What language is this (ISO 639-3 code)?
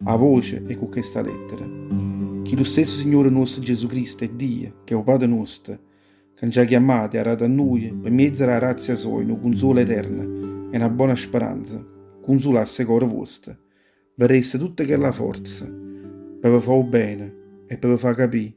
nap